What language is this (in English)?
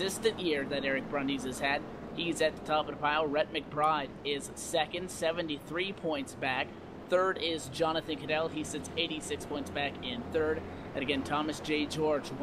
English